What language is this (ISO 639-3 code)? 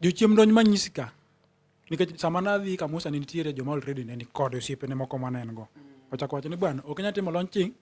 luo